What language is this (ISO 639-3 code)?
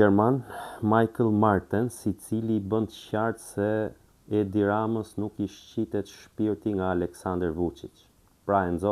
sqi